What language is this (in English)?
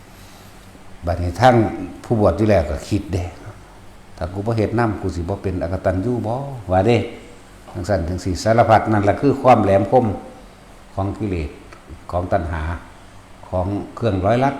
Northeastern Thai